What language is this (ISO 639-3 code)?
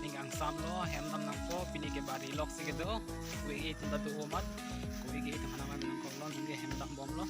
mjw